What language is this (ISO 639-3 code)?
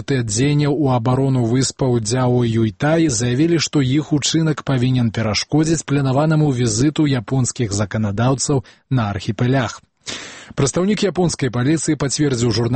bel